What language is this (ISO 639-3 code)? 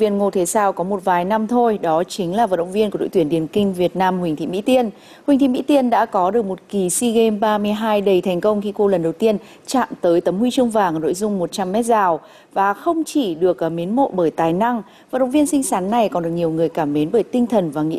vie